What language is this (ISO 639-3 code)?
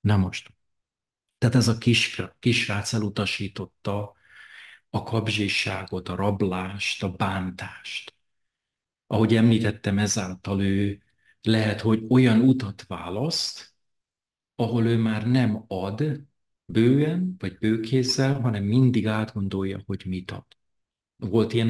hun